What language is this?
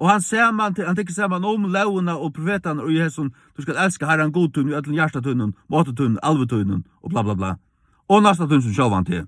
Faroese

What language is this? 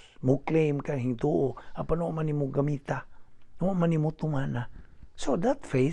Cebuano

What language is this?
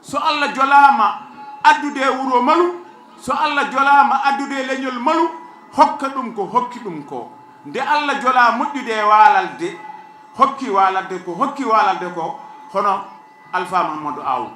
Fula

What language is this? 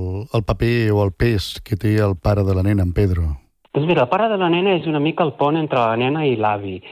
Catalan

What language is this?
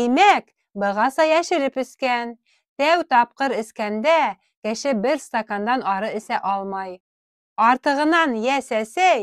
Bashkir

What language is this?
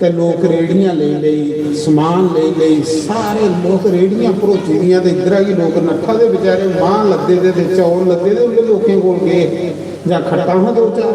Dogri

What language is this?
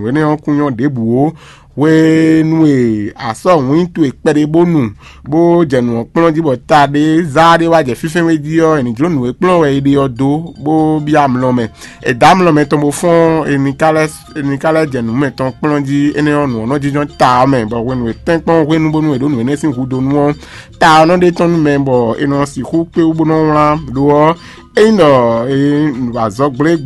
Fon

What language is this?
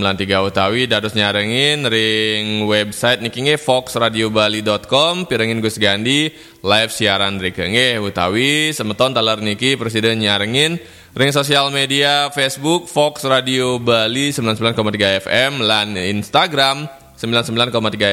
Balinese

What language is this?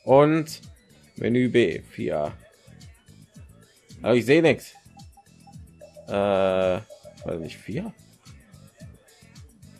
German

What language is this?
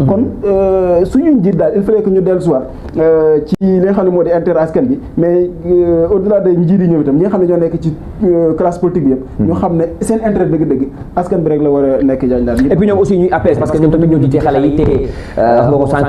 Wolof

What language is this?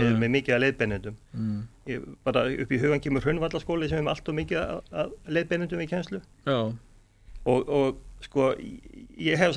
Icelandic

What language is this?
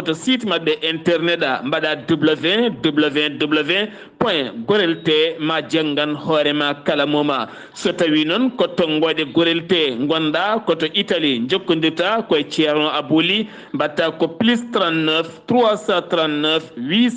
Fula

